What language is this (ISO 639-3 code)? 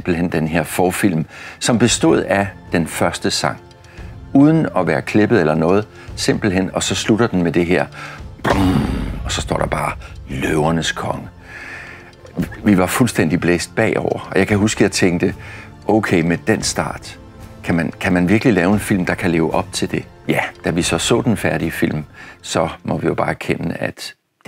dan